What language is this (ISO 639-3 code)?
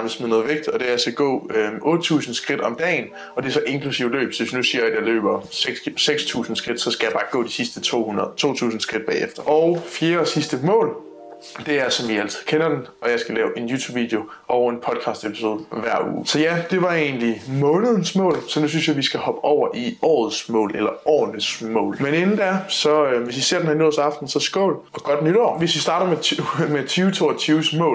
dan